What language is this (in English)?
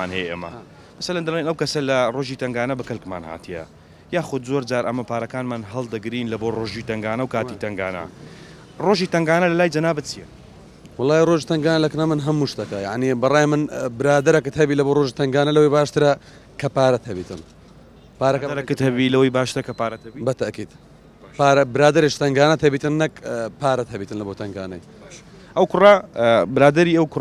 Central Kurdish